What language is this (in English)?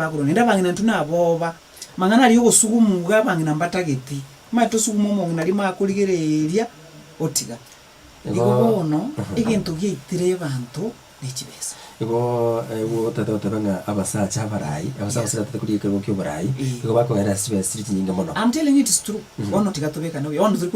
Gusii